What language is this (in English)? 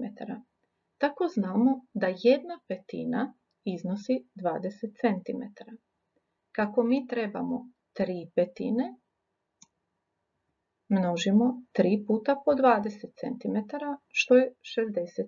Croatian